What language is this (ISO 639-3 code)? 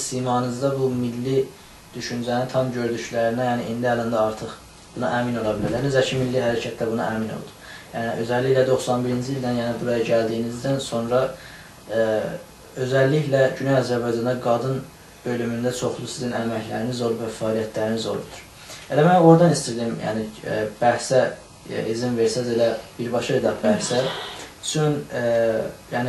azb